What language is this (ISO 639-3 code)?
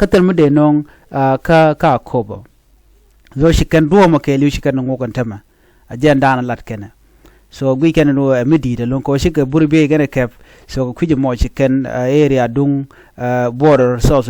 nus